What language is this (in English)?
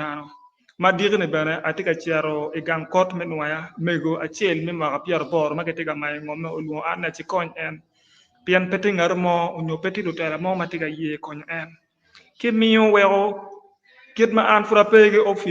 Acoli